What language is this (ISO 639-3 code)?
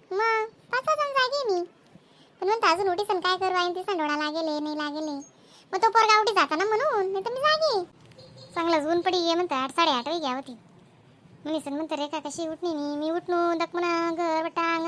khn